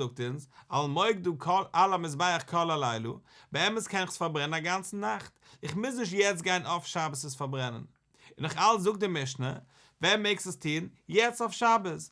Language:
Yiddish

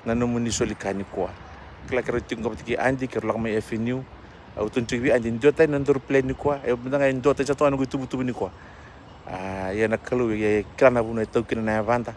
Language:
Fijian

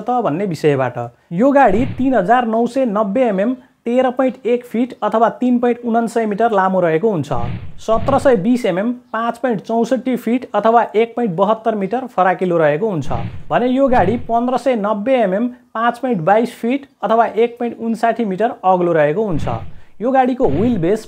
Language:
Nepali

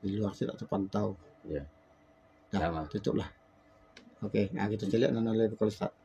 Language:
Minangkabau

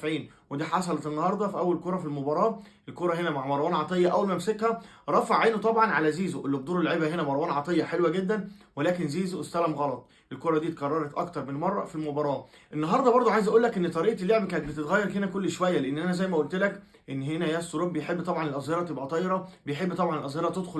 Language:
Egyptian Arabic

